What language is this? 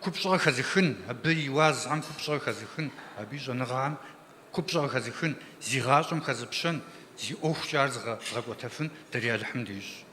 Kabardian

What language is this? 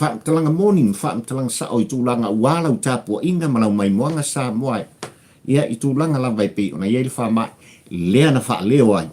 Samoan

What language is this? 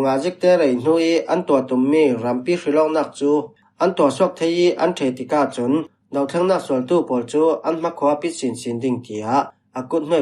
Falam Chin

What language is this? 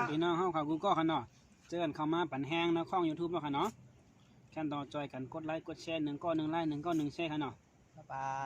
Shan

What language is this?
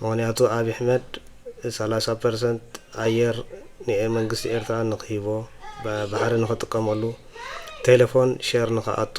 Tigrinya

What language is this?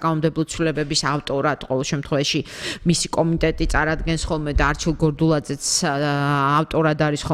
Georgian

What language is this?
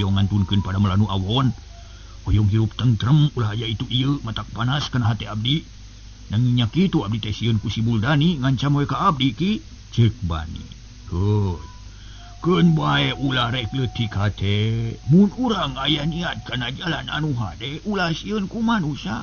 Sundanese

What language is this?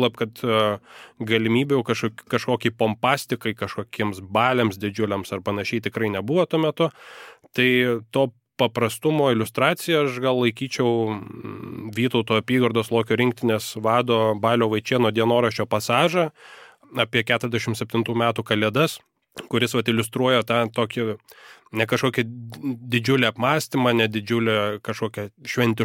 Lithuanian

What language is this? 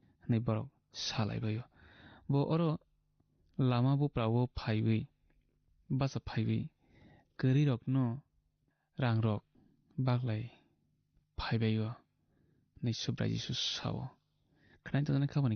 Kok Borok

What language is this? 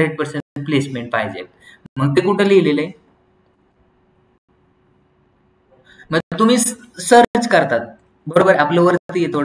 Marathi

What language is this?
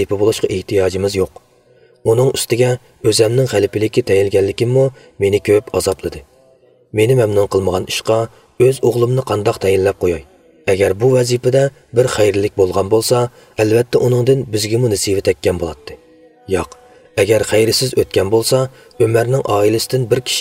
Uyghur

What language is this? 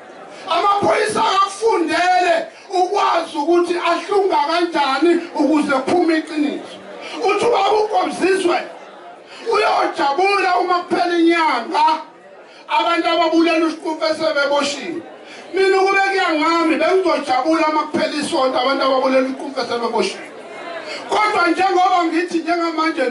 Zulu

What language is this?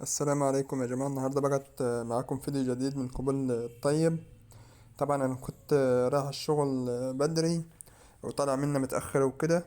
Egyptian Arabic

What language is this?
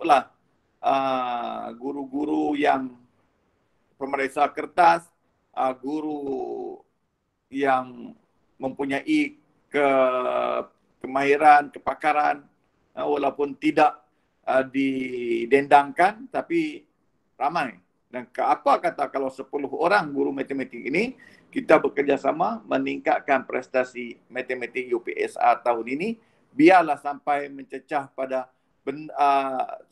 Malay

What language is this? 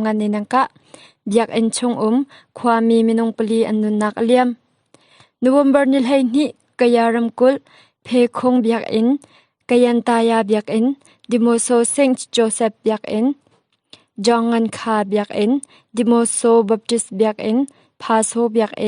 Hakha Chin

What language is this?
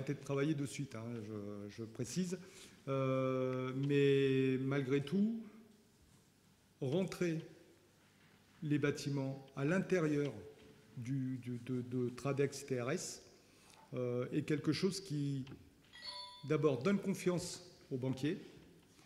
French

